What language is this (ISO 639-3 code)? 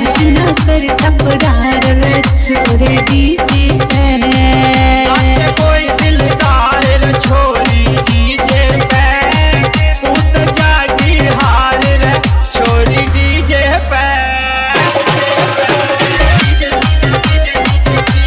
bgc